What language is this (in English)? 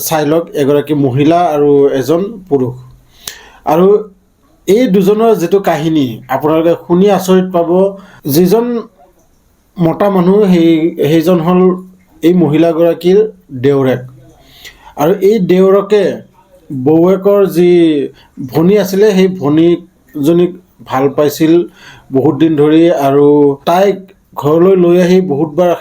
Assamese